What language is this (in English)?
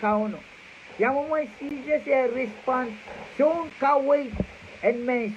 Pohnpeian